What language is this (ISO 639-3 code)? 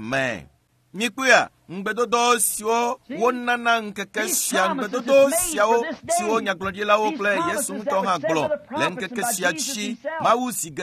ewe